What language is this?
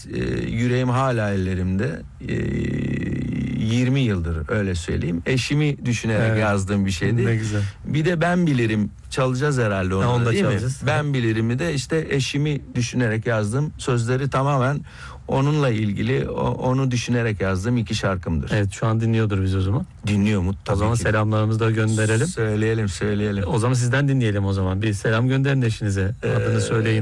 Turkish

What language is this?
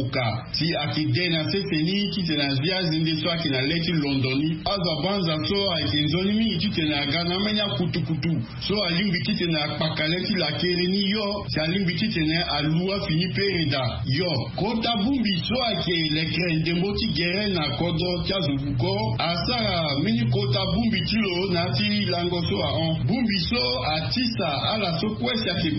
Sango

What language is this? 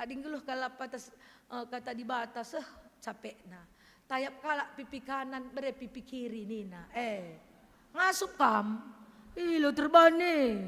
Batak Karo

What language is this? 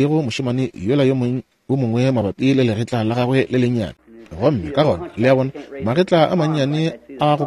Northern Sotho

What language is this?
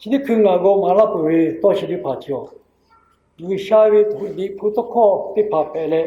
Lahu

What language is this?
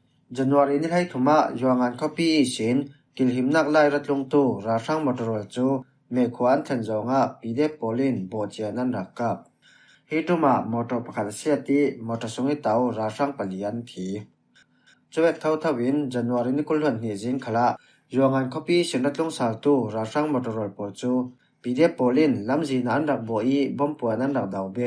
Falam Chin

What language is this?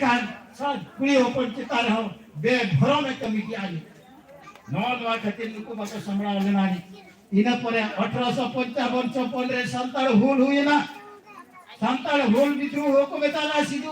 Santali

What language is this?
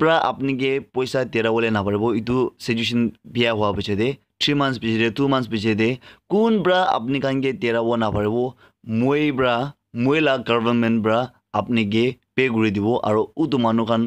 Naga Pidgin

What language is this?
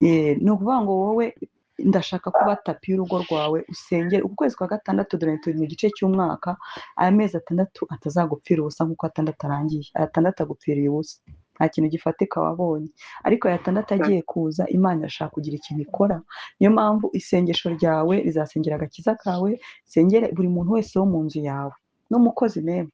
Kinyarwanda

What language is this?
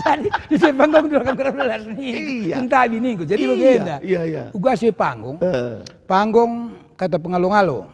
Batak Karo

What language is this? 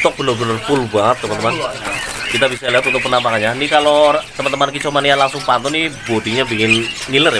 Indonesian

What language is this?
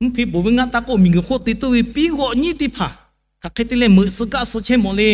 Lahu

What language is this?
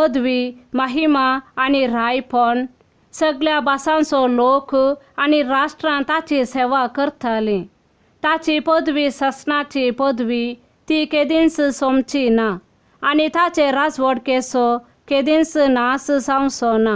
Konkani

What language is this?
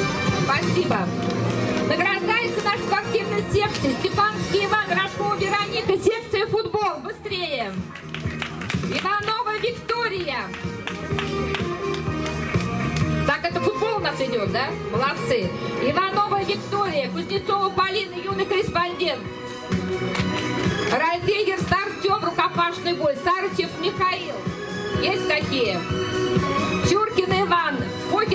Russian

